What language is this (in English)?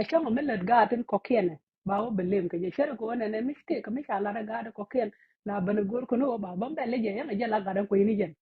Nuer